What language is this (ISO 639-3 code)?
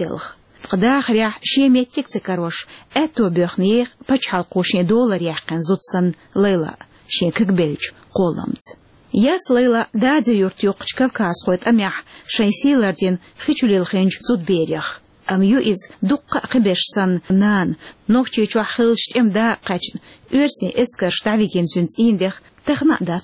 che